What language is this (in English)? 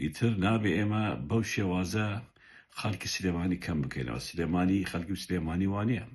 Central Kurdish